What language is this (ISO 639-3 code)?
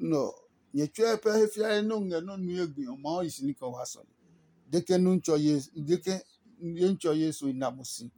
ada